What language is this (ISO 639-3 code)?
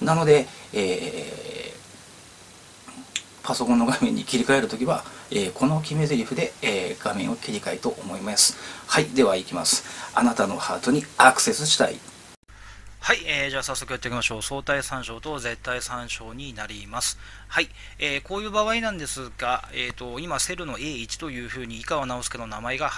jpn